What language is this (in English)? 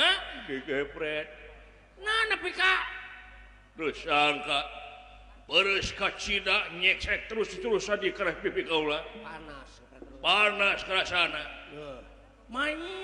Sundanese